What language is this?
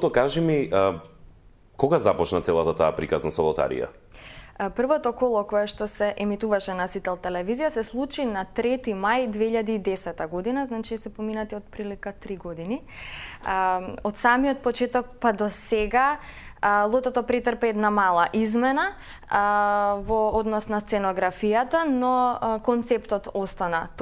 Macedonian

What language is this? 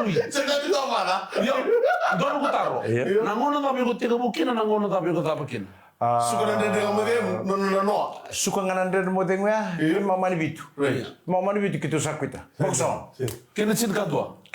Fijian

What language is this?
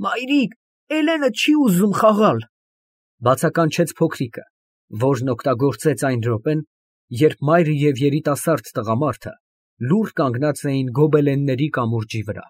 Armenian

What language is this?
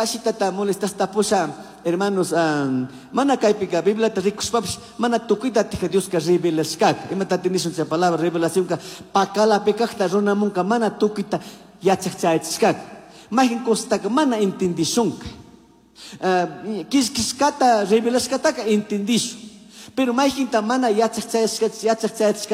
Chimborazo Highland Quichua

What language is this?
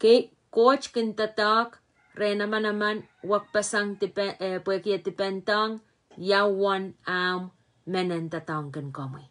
Pohnpeian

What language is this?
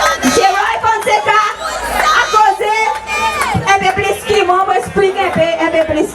Seselwa Creole French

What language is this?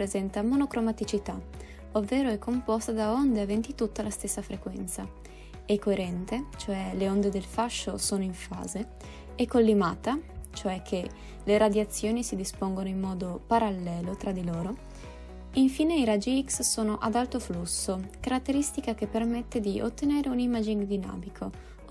Italian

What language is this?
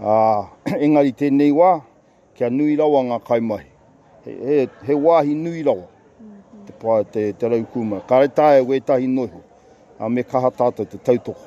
Māori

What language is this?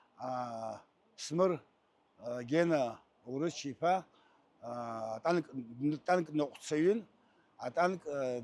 Abkhazian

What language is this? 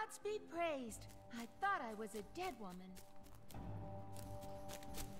English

